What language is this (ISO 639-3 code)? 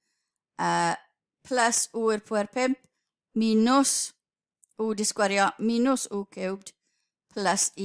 cym